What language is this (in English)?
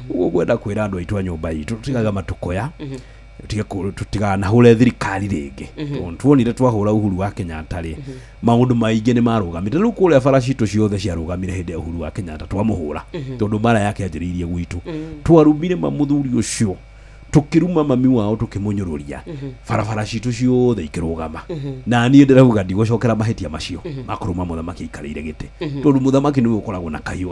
Kikuyu